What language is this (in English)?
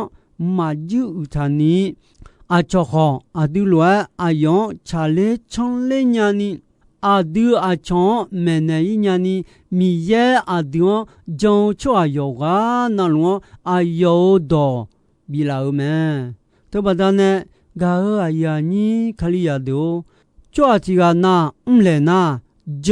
Akha